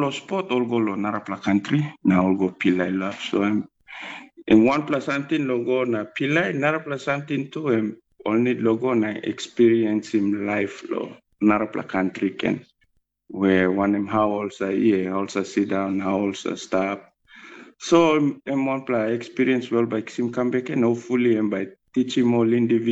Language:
Tok Pisin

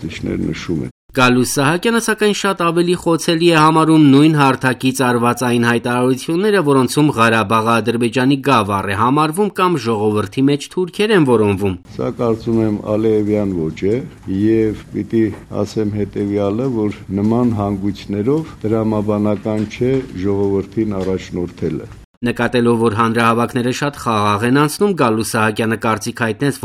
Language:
Armenian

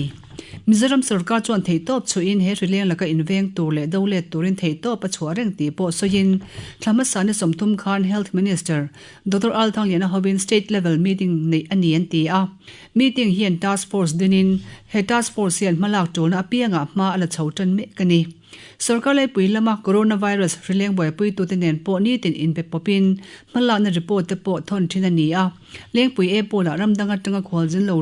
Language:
Mizo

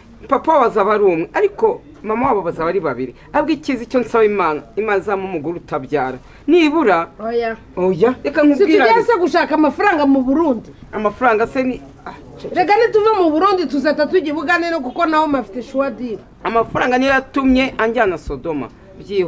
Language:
Kinyarwanda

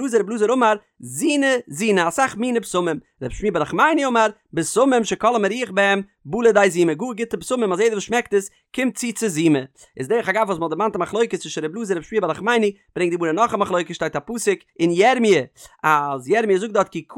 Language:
Yiddish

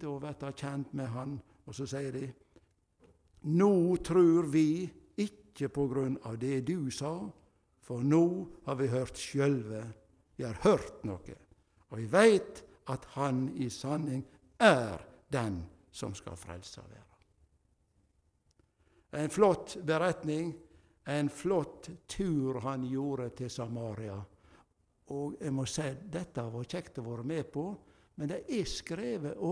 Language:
Norwegian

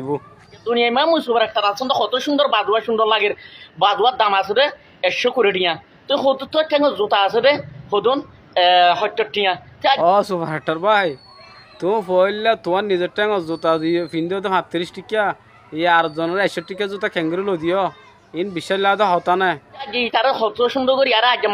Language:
Rohingya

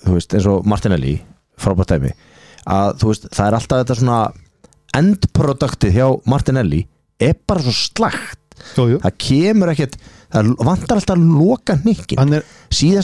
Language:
Icelandic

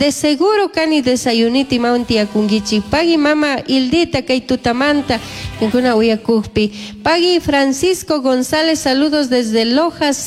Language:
Chimborazo Highland Quichua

